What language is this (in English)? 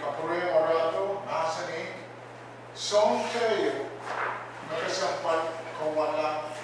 Pohnpeian